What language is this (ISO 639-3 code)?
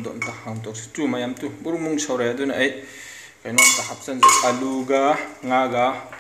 mni